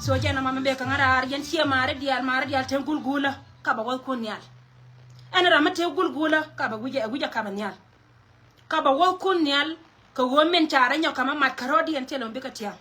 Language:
Nuer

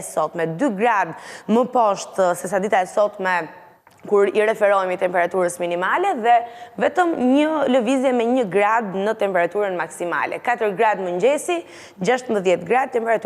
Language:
Albanian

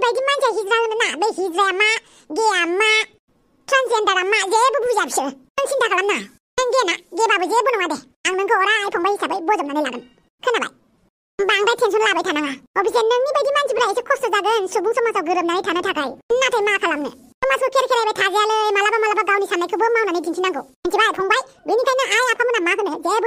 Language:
Bodo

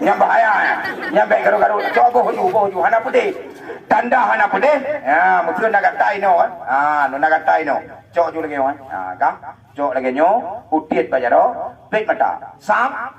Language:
Achinese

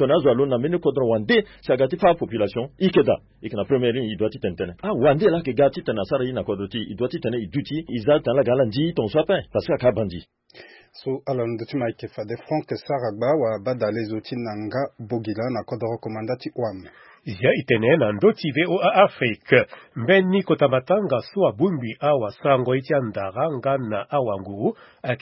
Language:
Sango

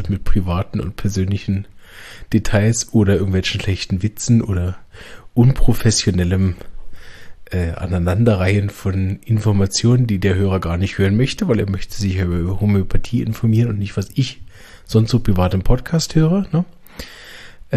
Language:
German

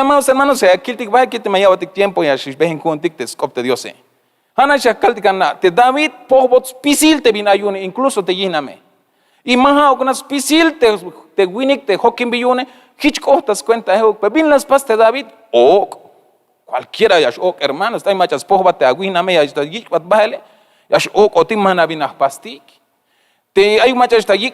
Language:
Tzeltal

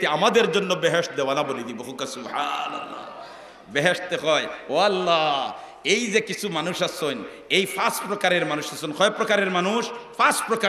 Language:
Sylheti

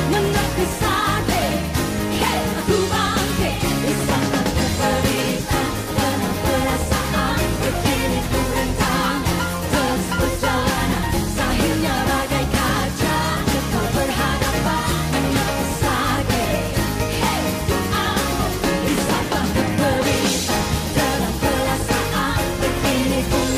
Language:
Malay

